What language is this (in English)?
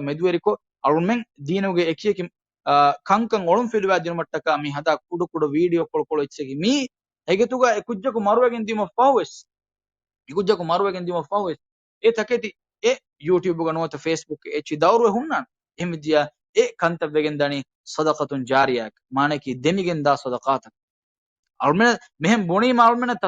Divehi